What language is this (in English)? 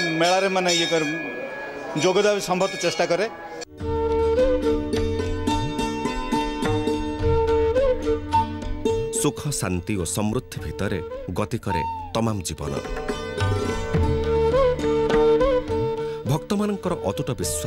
Odia